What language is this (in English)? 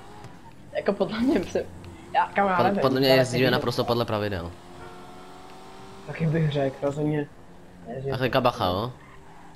Czech